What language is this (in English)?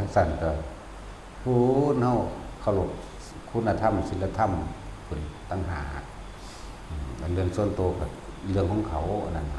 Northeastern Thai